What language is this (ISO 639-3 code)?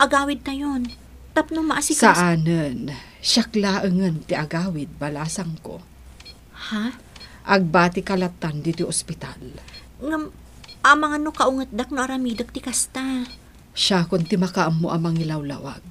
ilo